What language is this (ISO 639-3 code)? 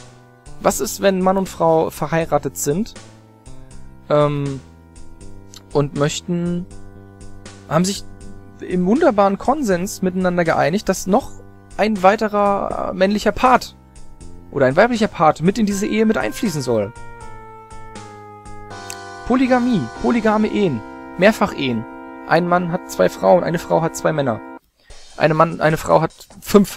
deu